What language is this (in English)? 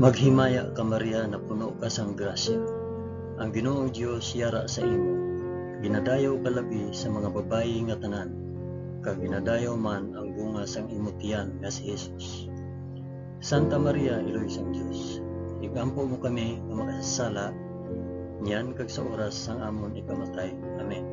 Hiligaynon